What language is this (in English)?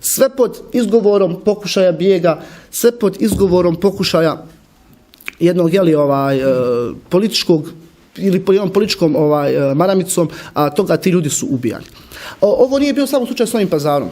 Bosnian